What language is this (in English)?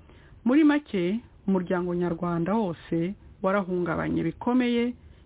Kinyarwanda